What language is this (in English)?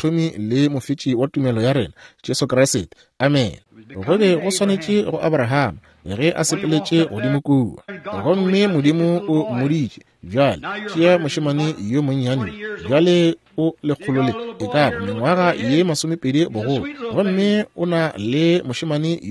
Northern Sotho